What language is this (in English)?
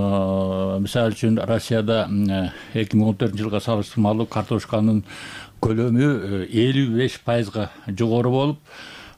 Kyrgyz